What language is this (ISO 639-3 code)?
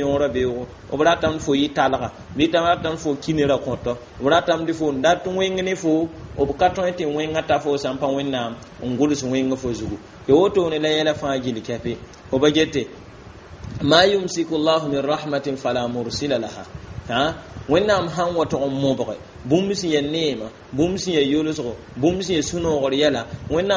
mos